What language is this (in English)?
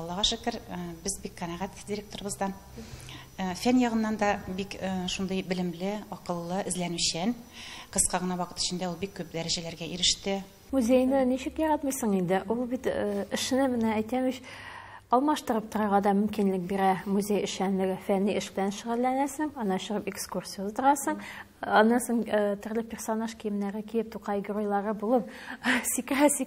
Tatar